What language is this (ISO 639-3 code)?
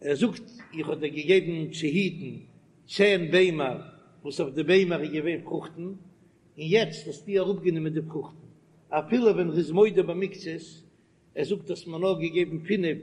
yid